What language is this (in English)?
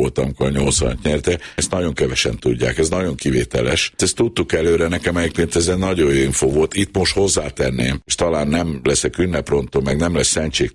Hungarian